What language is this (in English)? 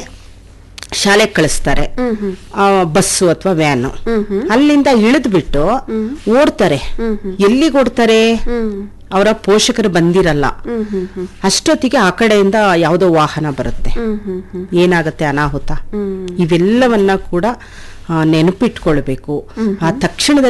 Kannada